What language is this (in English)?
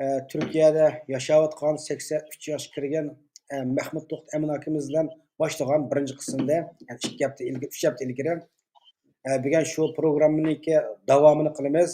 Uyghur